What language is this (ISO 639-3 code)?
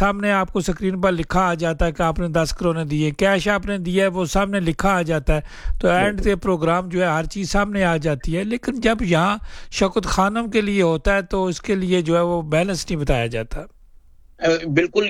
urd